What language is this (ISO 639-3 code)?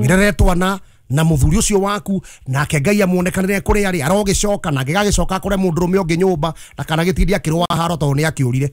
kik